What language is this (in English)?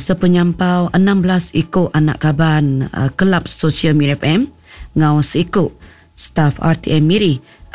Iban